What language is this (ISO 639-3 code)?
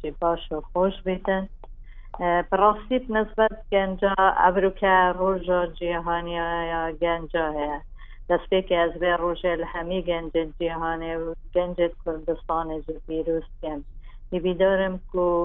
kur